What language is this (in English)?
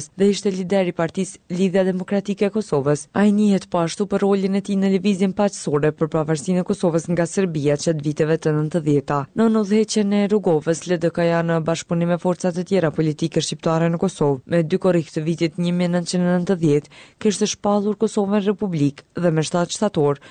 Albanian